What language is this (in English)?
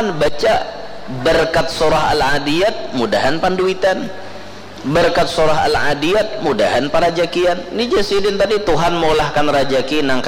Banjar